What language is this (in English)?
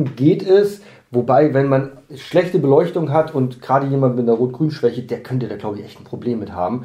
German